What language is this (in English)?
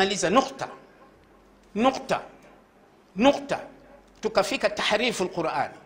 Swahili